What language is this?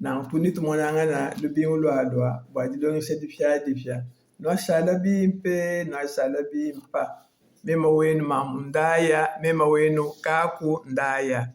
Luba-Lulua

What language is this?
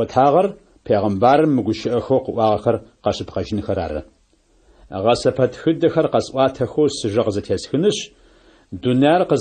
Adyghe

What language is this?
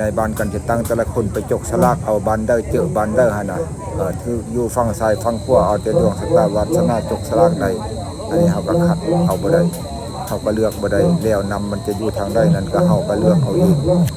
Lao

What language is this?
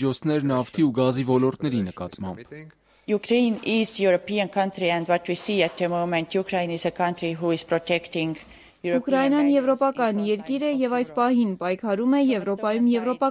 Armenian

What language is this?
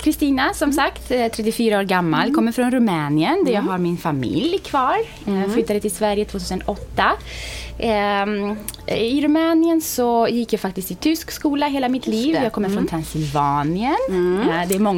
Swedish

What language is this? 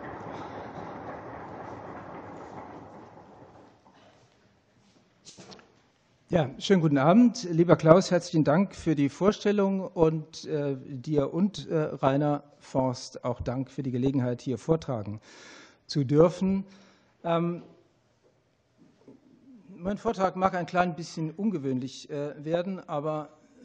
German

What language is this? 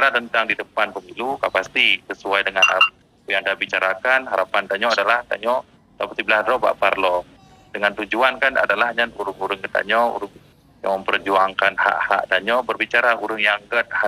Achinese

